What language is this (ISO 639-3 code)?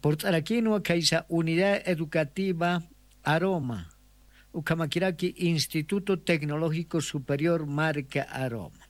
aym